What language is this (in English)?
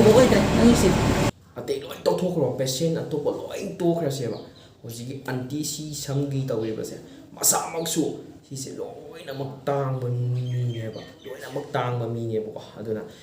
Manipuri